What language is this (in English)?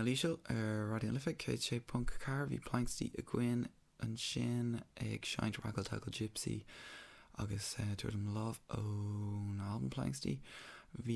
Irish